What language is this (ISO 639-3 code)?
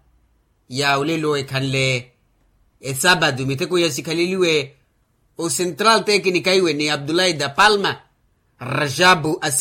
vmw